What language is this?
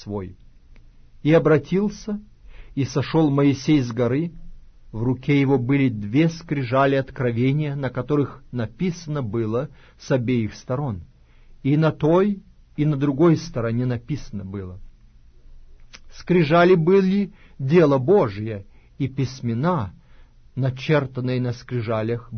Russian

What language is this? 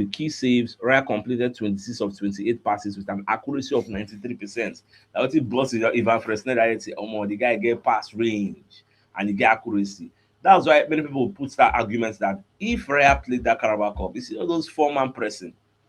Nigerian Pidgin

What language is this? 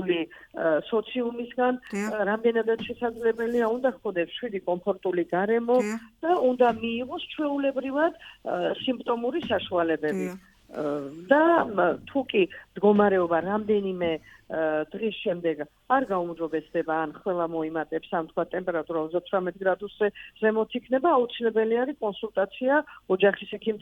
Georgian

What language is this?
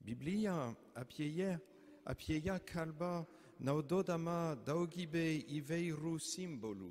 Lithuanian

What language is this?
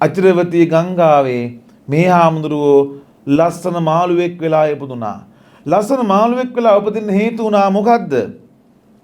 Sinhala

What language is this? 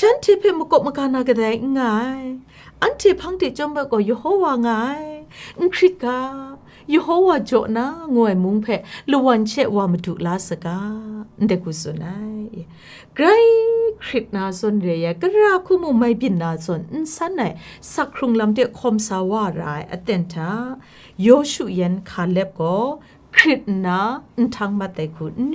Kachin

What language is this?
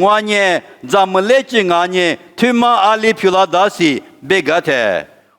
Lisu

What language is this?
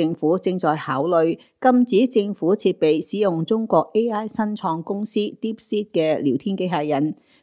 Cantonese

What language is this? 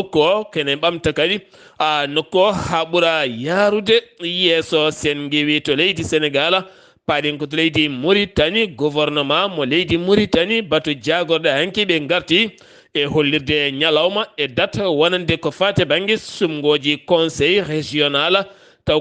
Fula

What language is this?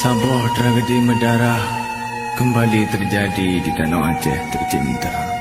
Achinese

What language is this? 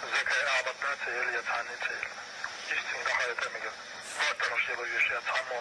Chechen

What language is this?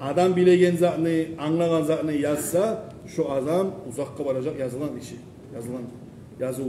Kumyk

